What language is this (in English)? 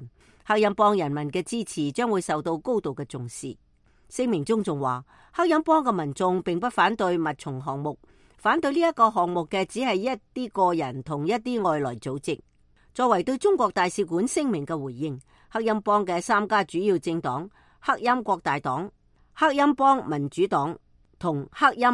Cantonese